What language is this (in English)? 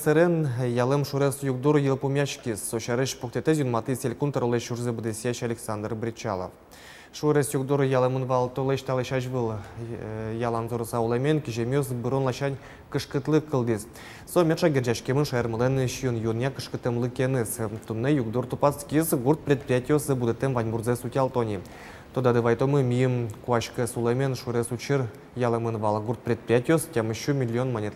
Udmurt